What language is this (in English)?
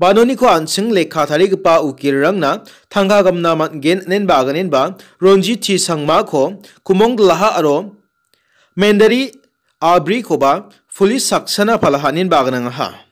Garo